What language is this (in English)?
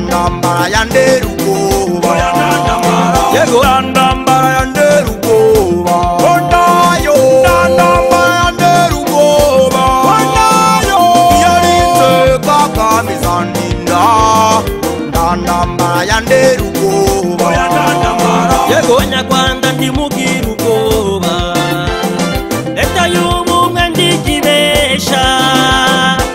Kinyarwanda